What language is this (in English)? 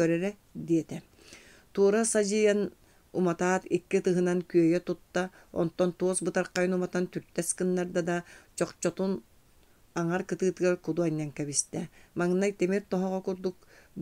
Yakut